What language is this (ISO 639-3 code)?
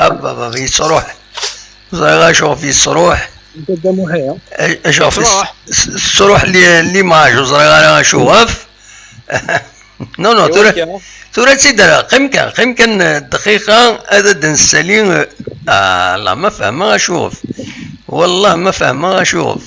kab